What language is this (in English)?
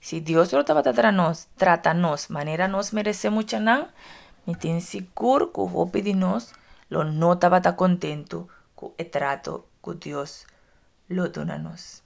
Papiamento